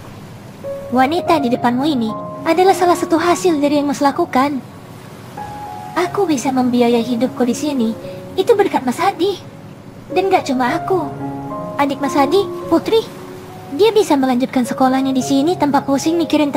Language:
Indonesian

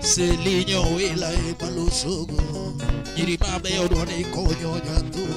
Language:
Luo (Kenya and Tanzania)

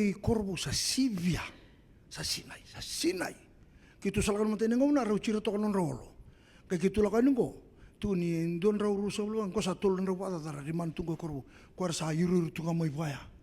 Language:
Fijian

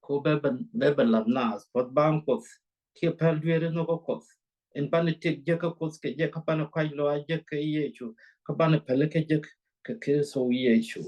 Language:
Nuer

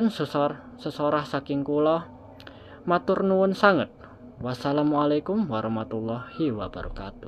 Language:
Javanese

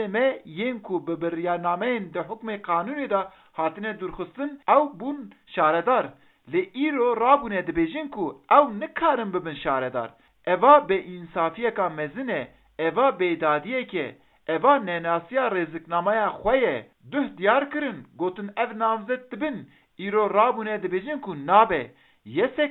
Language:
Kurdish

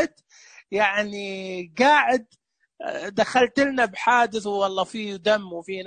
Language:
Najdi Arabic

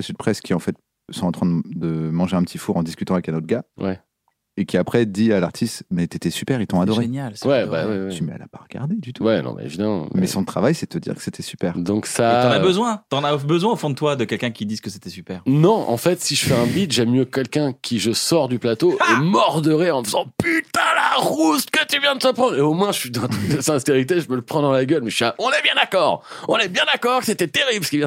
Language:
French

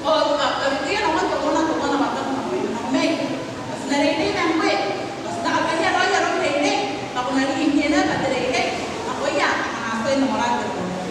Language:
Gilbertese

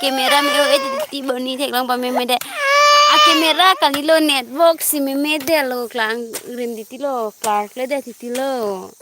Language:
Karbi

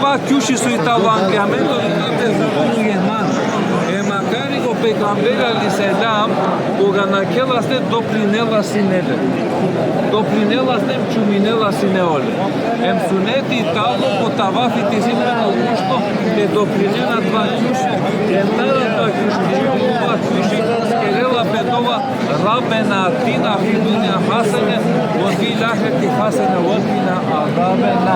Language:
Balkan Romani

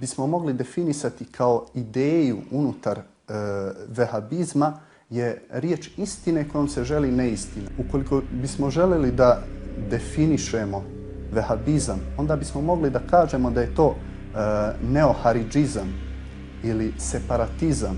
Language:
Bosnian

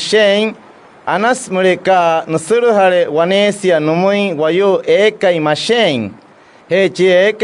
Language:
Wayuu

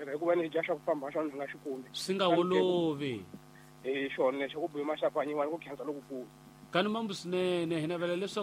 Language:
Tsonga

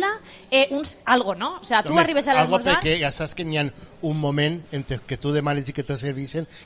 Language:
Catalan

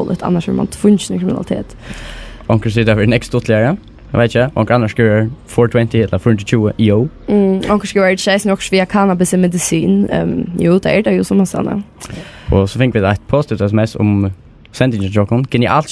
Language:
Faroese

